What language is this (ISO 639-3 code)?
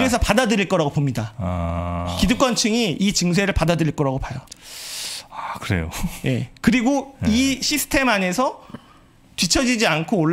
kor